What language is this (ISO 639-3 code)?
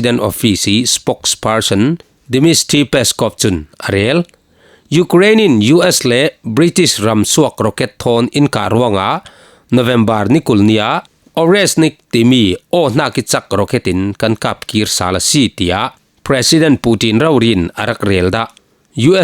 cfm